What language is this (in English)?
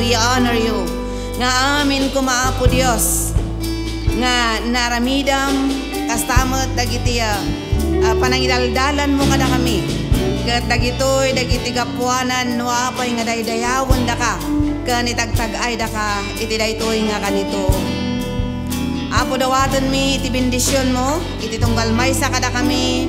Iloko